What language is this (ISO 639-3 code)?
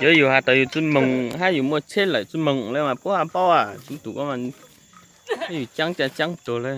hmn